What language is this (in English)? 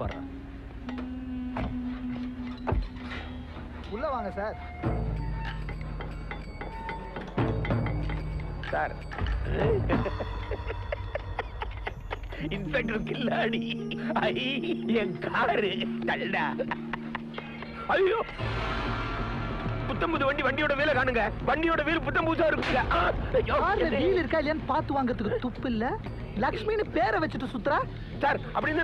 Tamil